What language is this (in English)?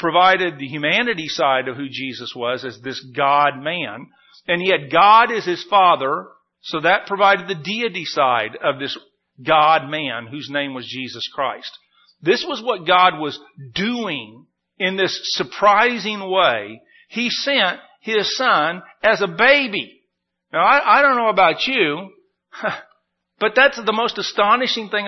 English